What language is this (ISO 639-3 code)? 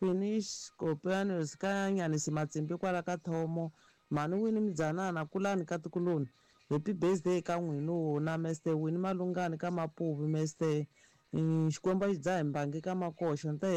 tso